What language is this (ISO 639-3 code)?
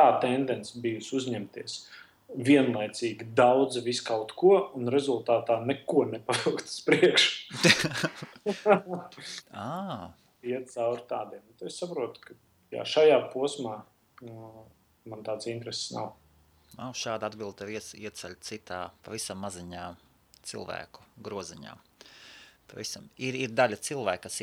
lav